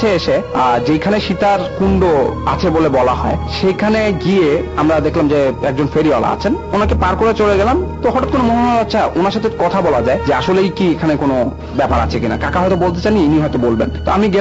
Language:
Bangla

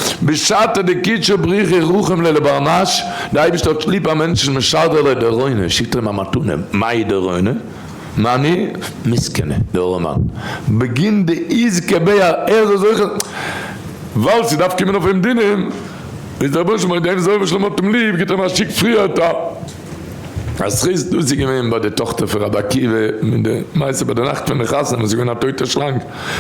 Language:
Yiddish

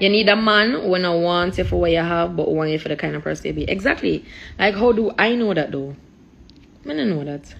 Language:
Jamaican Creole English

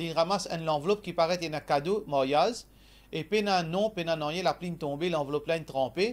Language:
Morisyen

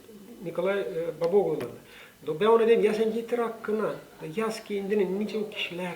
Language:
Gagauz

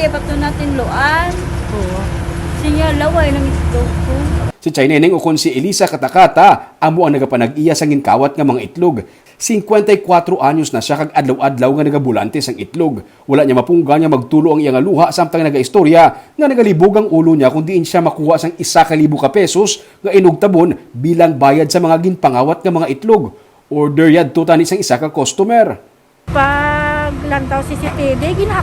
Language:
Hiligaynon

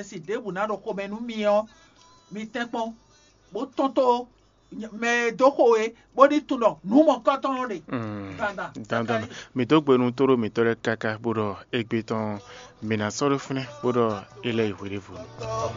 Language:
Fon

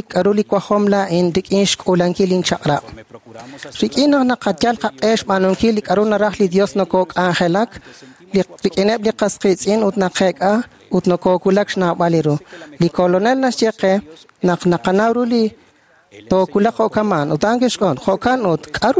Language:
Kekchí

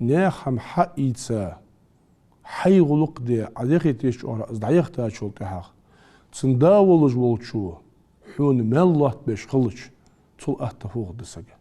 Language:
Ingush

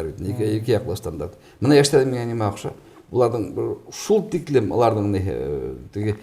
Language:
Bashkir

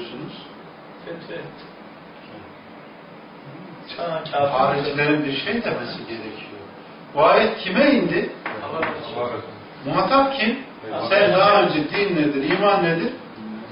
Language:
Turkish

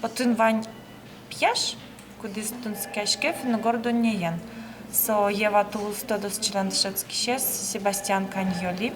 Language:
Udmurt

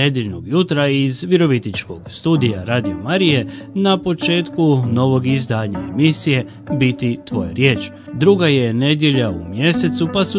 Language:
Croatian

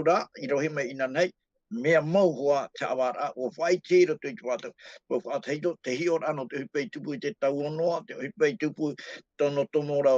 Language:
Tahitian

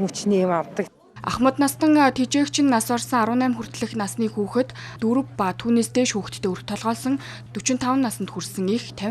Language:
Mongolian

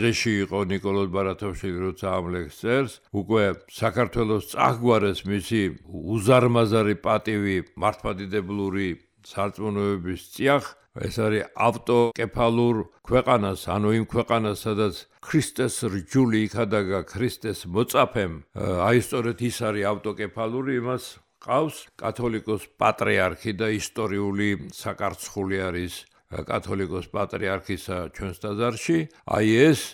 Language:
Georgian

